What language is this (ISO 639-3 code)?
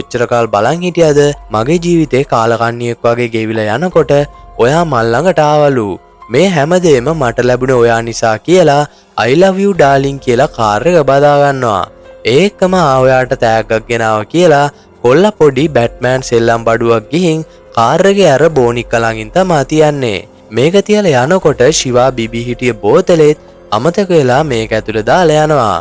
sin